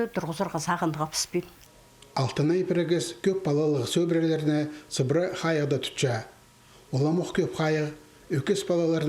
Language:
Khakas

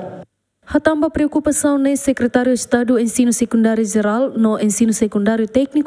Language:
Tetum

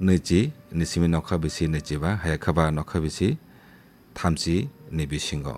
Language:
Kok Borok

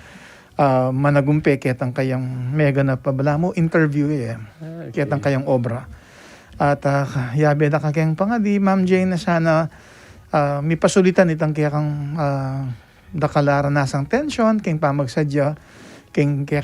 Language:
Pampanga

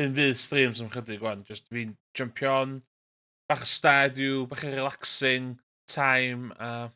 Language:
Welsh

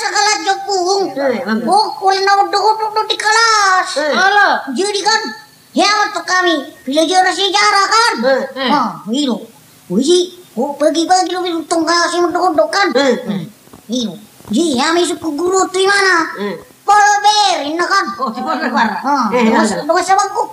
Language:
Batak Toba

